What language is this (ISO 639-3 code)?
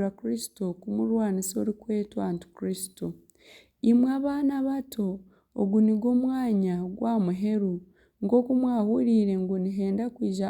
nyn